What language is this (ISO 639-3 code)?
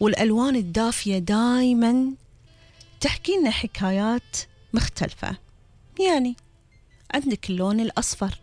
afb